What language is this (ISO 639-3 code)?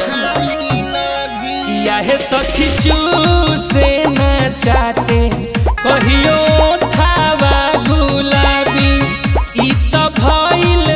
bho